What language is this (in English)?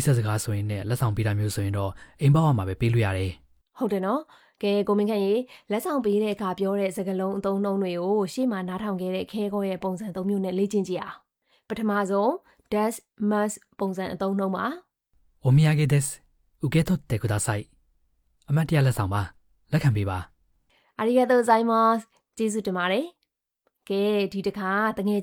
Burmese